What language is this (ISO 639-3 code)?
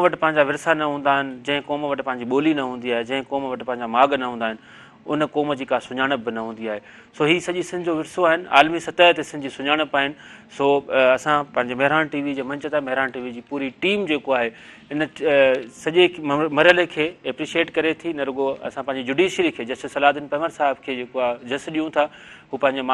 snd